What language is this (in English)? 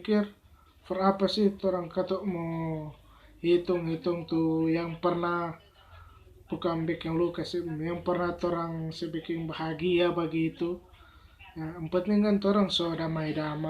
Manado Malay